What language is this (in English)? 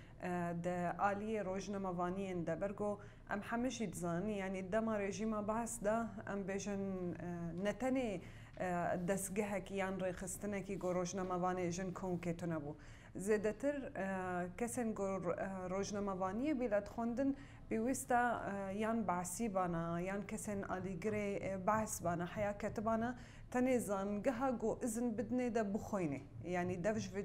Kurdish